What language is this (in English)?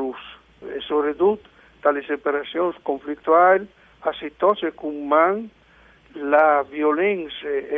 Friulian